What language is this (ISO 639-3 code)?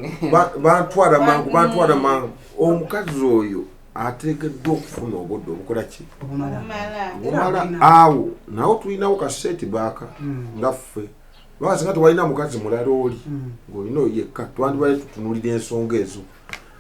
lug